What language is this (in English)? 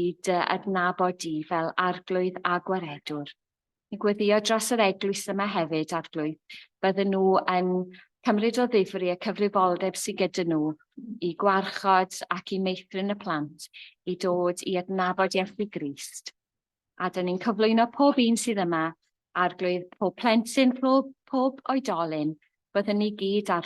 Welsh